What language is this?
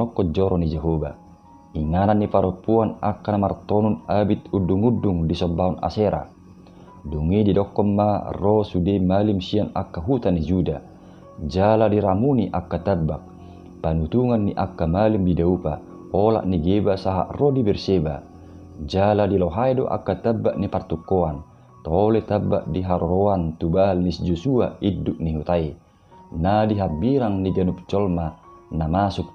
Batak Toba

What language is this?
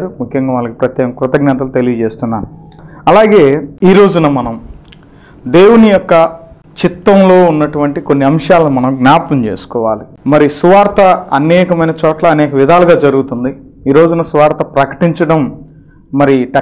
Telugu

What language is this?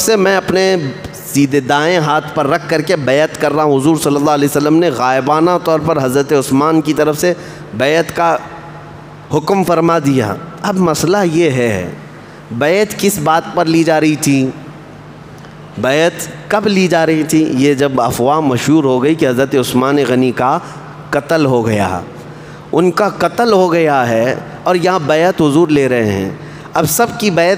Urdu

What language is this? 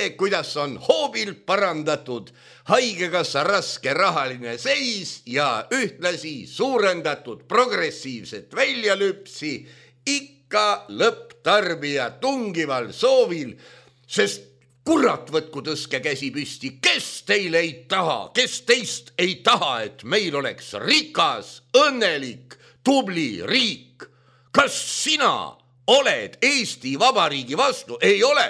Estonian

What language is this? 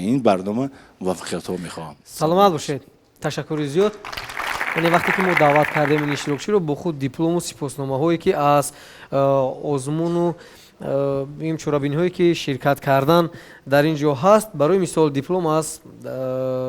Tajik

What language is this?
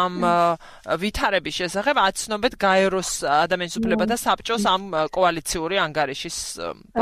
Georgian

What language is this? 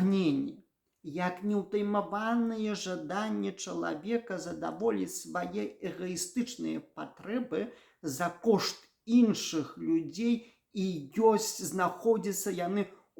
Belarusian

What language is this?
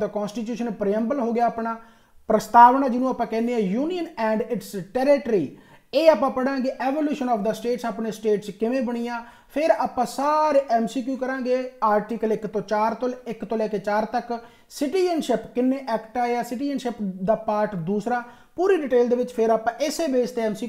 Punjabi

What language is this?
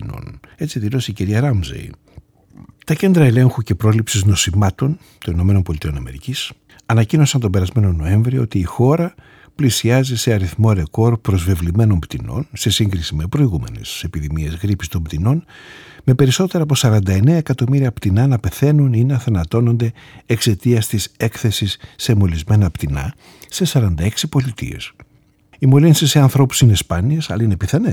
Greek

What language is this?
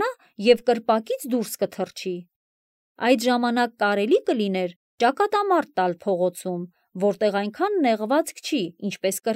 Armenian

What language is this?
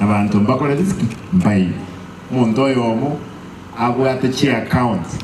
Gusii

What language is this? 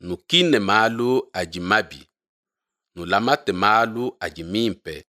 Luba-Lulua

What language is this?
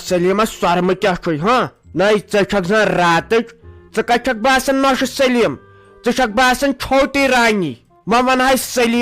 Kashmiri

